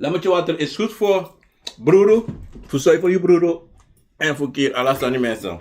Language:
Sranan Tongo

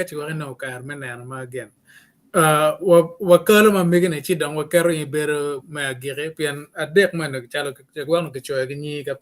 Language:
Acoli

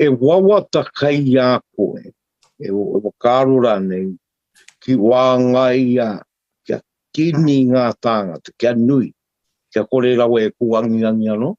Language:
Māori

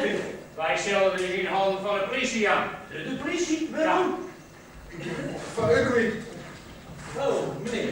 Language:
Western Frisian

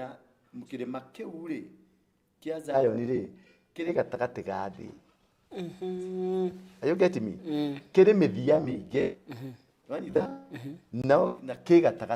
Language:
Kikuyu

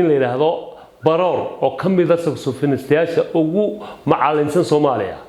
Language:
Somali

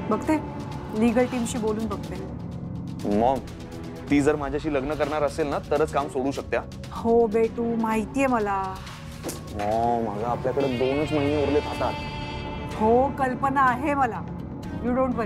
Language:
Marathi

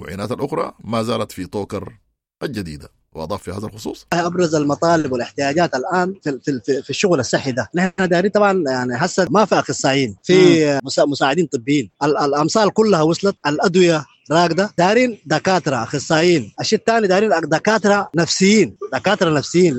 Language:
Sudanese Arabic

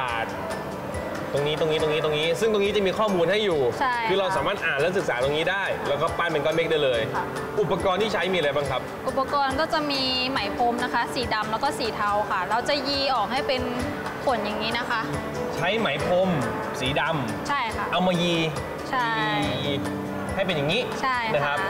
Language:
Thai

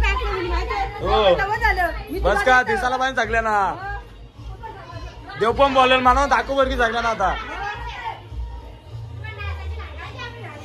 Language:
Marathi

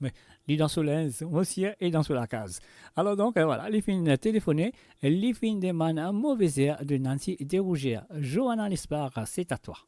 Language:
Morisyen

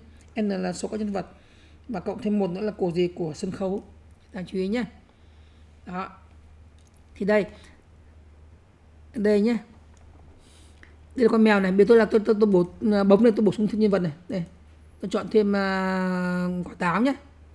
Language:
Vietnamese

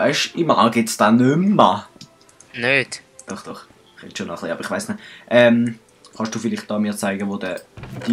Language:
Swiss German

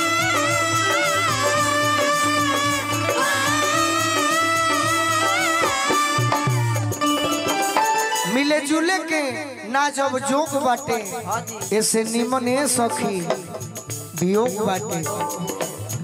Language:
Bhojpuri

